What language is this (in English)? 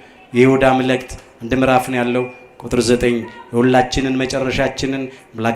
Amharic